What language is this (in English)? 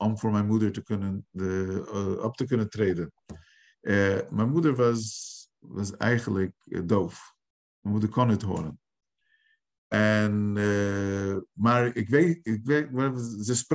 Dutch